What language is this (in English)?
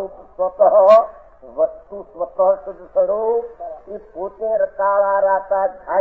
Gujarati